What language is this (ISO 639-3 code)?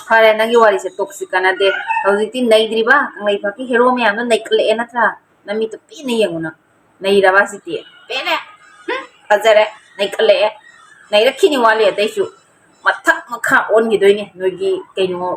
mni